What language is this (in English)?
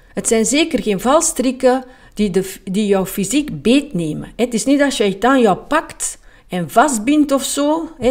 Dutch